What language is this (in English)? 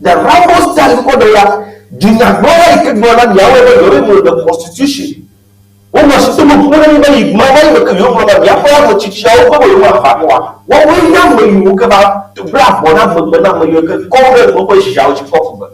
Ewe